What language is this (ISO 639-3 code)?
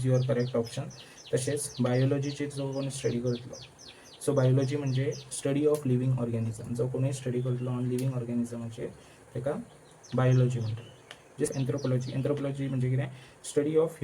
kok